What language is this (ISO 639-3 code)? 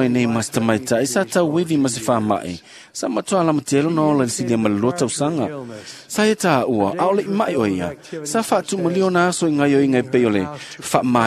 smo